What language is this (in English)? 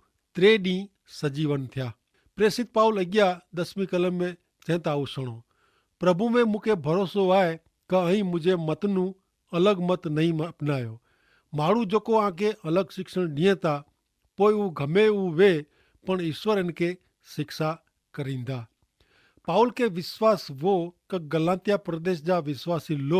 Kachhi